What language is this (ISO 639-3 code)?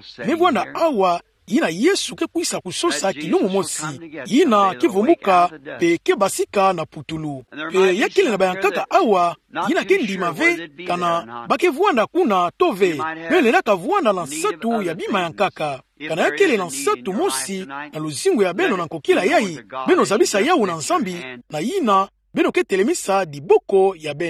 ktu